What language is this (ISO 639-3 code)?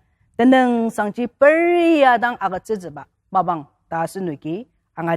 njo